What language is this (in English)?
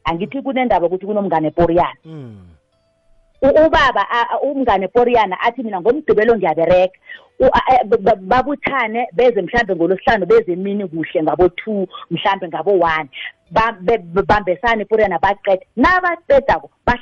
South Ndebele